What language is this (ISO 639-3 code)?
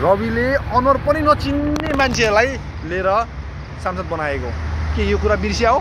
nep